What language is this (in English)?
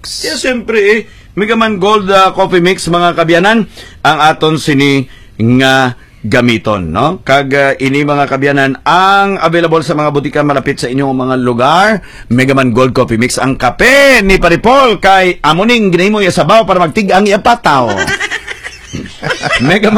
Hiligaynon